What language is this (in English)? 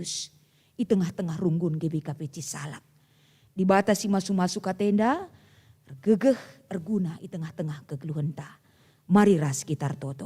Batak Karo